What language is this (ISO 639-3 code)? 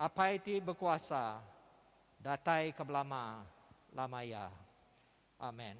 iba